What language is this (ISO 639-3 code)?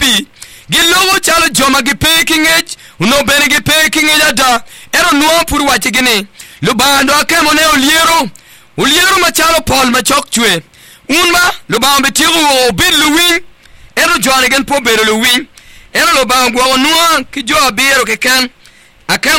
ach